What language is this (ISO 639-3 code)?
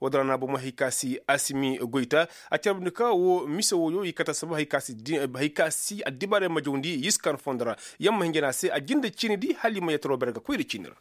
ses